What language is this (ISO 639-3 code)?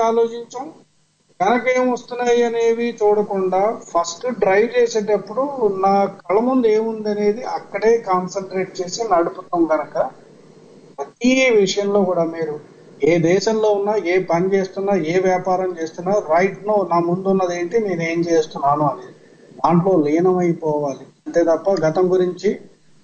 tel